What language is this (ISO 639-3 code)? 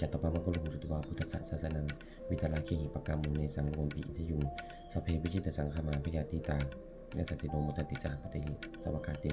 pli